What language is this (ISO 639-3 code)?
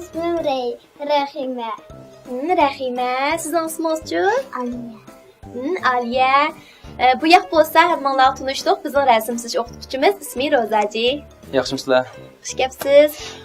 uig